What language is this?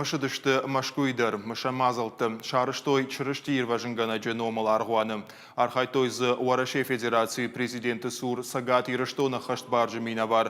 Ossetic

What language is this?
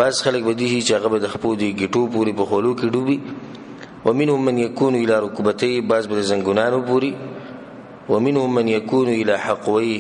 Pashto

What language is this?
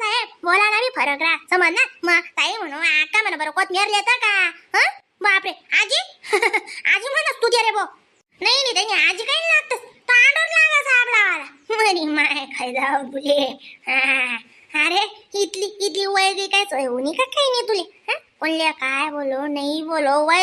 Khandesi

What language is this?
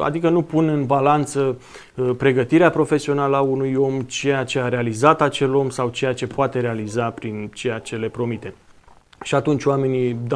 Romanian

